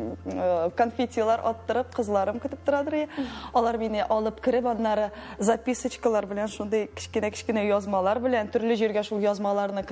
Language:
Tatar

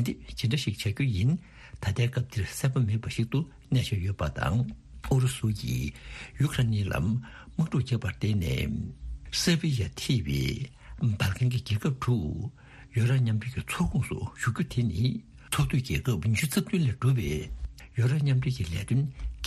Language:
Tibetan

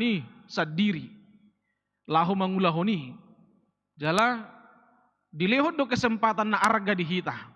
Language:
Batak Toba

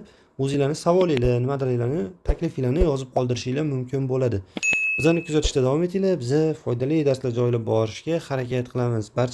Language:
Uzbek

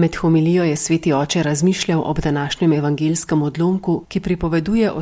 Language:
Slovenian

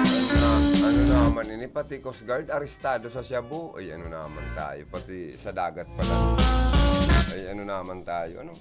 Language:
Bikol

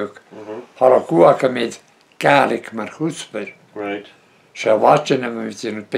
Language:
Breton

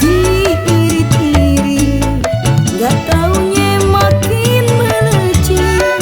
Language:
Betawi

